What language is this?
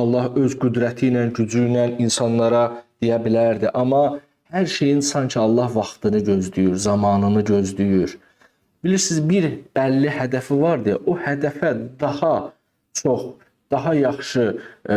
Azerbaijani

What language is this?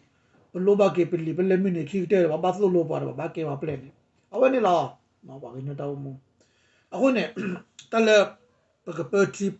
S'gaw Karen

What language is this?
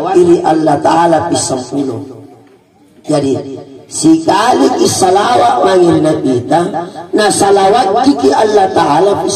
Makasar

